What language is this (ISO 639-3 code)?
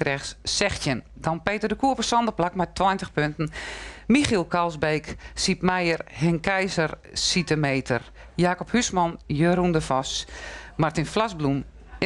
fry